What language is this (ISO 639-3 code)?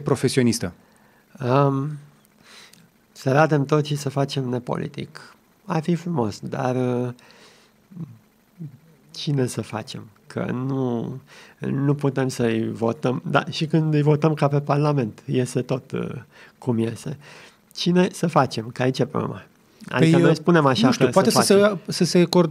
ron